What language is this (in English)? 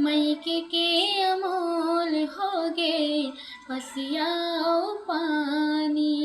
Chhattisgarhi